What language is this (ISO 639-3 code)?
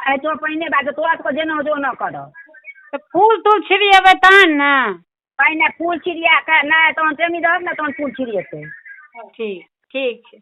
mai